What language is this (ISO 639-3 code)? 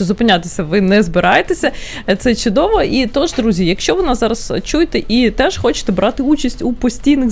ukr